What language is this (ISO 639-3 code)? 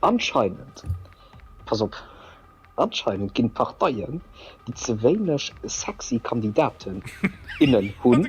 ltz